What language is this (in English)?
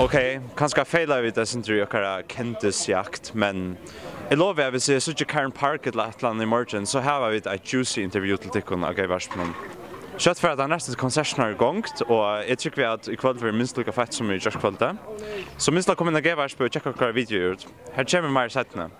Faroese